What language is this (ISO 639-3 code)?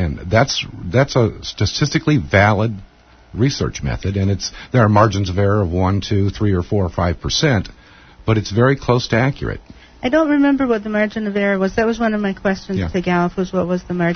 eng